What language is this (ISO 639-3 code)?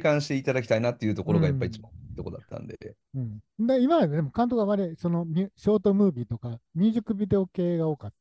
jpn